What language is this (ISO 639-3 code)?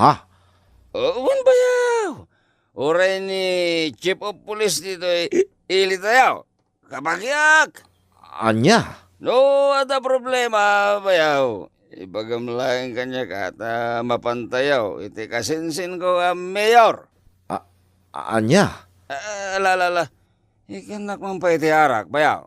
ilo